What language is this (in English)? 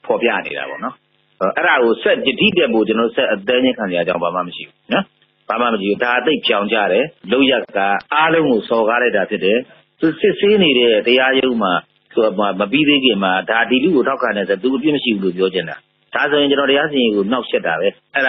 Burmese